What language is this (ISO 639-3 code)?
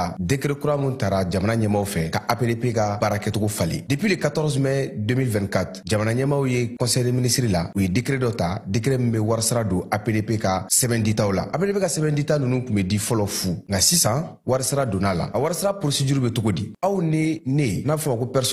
bam